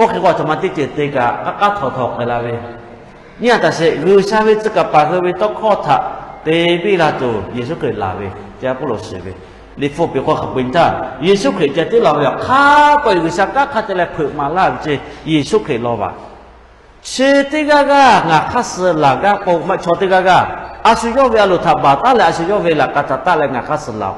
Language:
Lahu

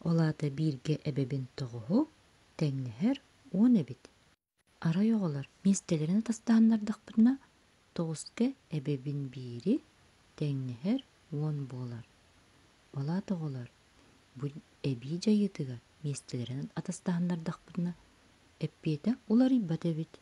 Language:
Yakut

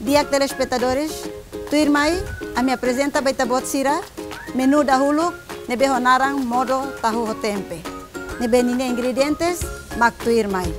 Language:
Tetum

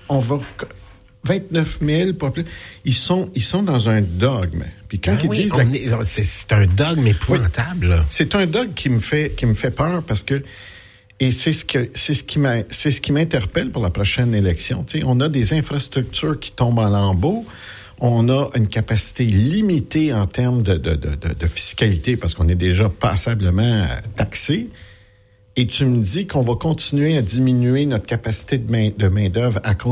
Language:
French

